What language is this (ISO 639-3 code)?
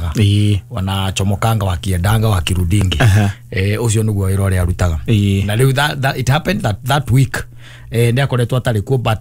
kik